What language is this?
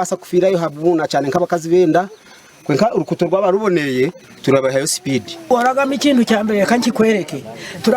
Nyankole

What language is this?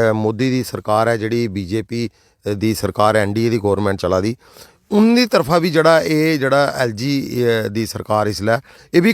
Dogri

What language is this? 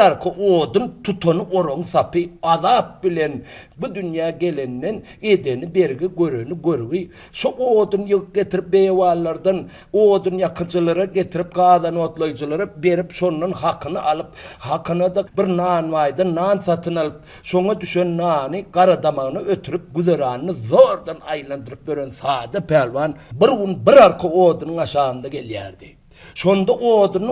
Turkmen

